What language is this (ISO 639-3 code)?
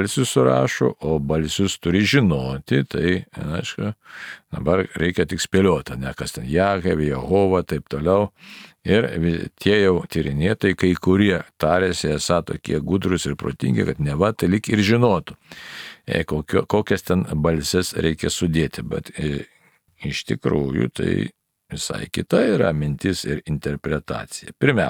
lit